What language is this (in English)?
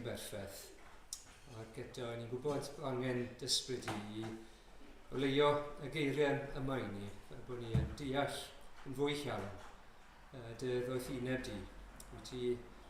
Welsh